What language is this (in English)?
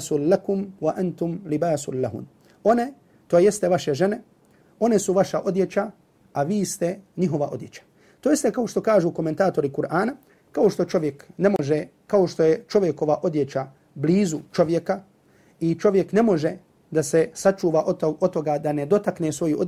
Bosnian